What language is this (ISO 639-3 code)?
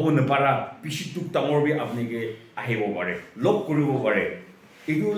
nag